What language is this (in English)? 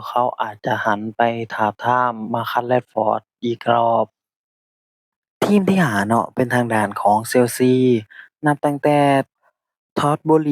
Lao